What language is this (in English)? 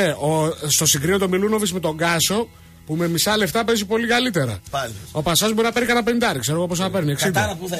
Greek